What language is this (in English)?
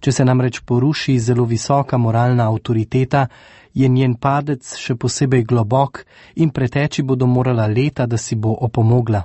Slovenian